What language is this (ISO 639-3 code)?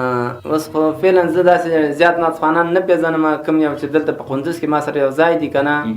pus